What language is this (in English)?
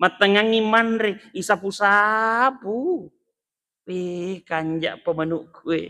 Buginese